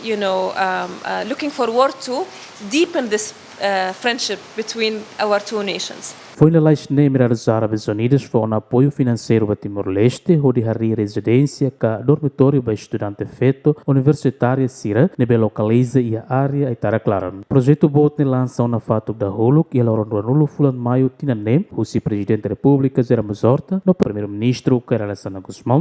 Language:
Tetum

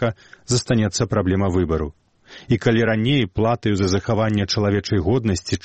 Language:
Belarusian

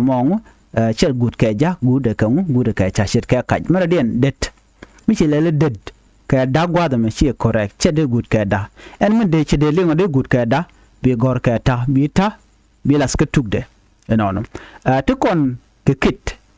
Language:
Nuer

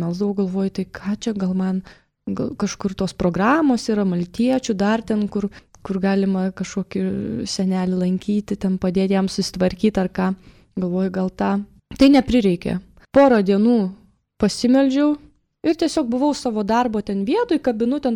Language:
Lithuanian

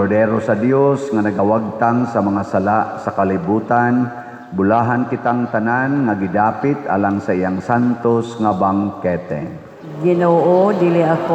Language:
Cebuano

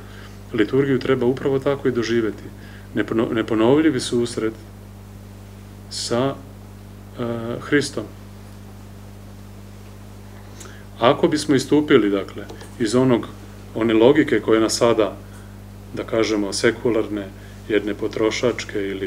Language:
Serbian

